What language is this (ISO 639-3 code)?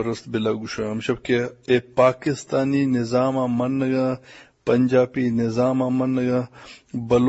bgp